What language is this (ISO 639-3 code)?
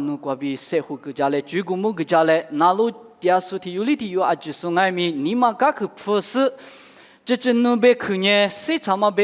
lis